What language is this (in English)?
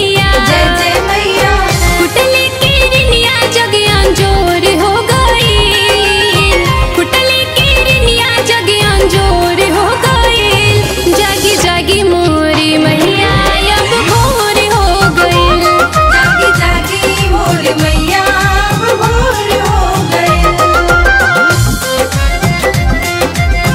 Bhojpuri